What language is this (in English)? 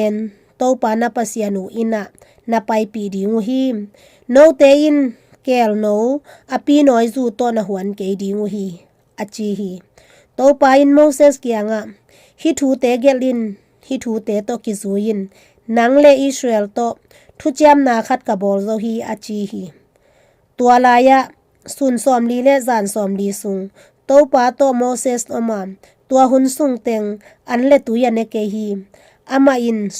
Tedim Chin